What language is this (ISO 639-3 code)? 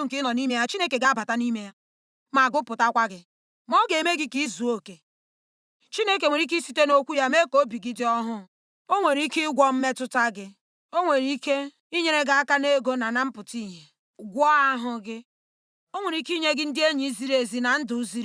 ibo